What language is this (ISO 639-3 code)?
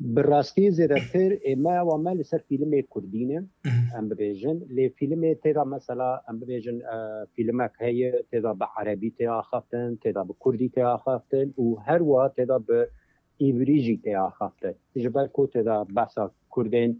kur